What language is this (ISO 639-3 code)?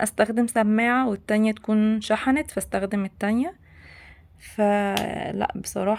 arz